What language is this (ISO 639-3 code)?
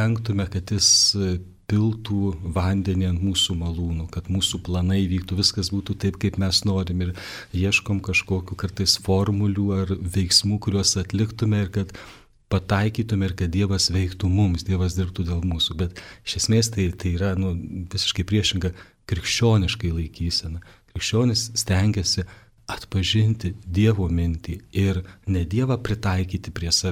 lit